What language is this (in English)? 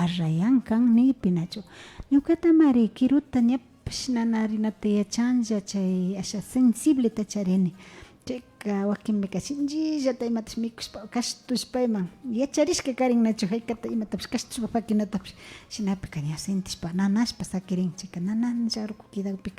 Imbabura Highland Quichua